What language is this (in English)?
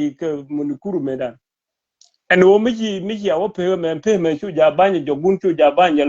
Nuer